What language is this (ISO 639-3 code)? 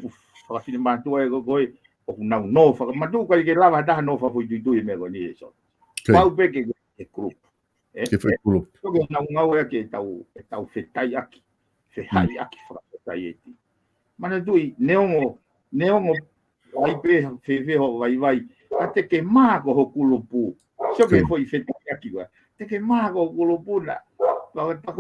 ton